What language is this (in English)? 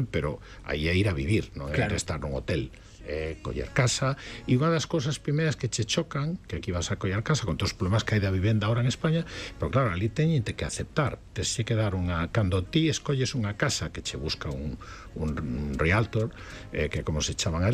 Galician